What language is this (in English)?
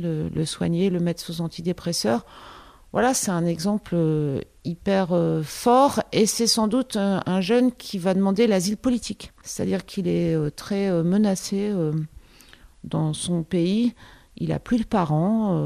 French